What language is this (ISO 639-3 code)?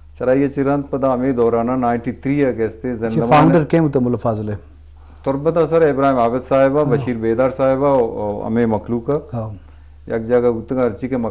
bgp